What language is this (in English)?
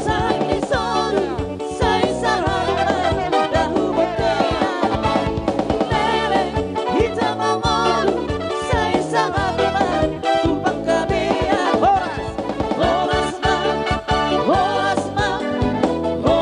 Batak Toba